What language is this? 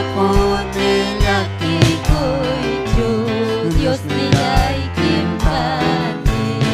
Ayacucho Quechua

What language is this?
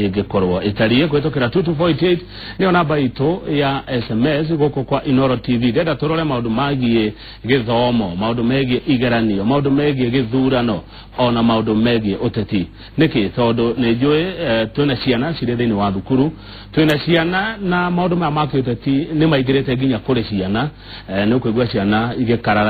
Kikuyu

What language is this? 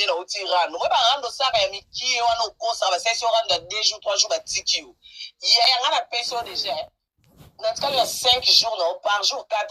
Lingala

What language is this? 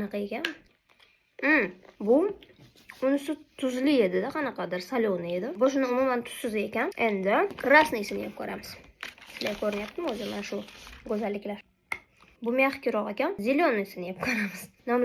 Uzbek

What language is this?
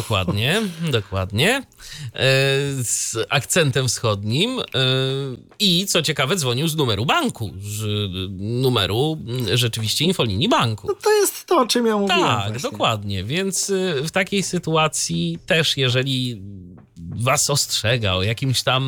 Polish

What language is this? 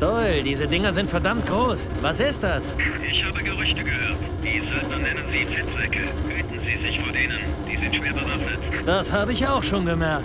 Bavarian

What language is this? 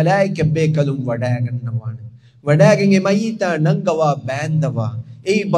Divehi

